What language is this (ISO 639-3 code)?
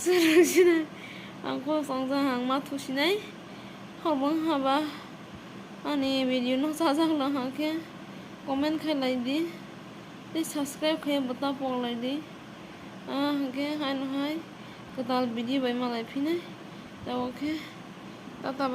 trp